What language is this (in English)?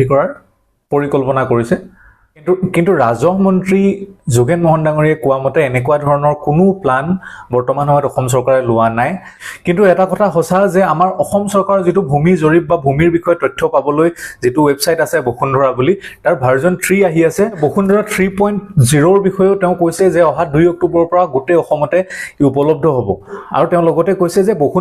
Assamese